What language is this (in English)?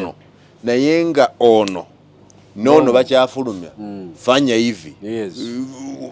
Ganda